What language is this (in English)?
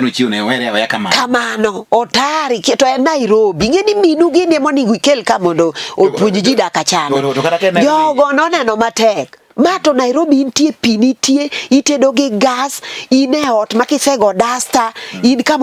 Luo (Kenya and Tanzania)